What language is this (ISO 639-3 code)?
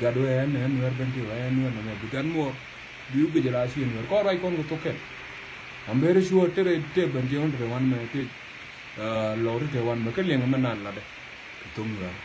nus